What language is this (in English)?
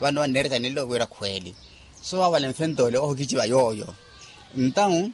Makhuwa